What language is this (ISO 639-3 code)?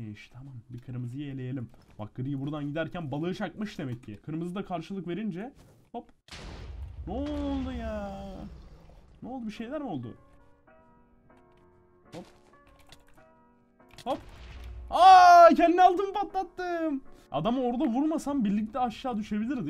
tur